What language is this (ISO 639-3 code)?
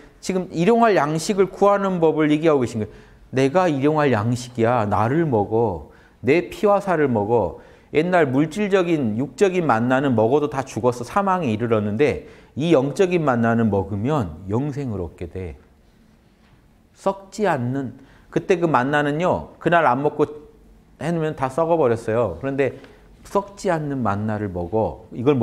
kor